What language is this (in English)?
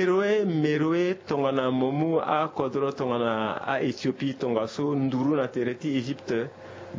Sango